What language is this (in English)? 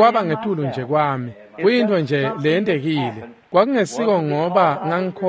Swati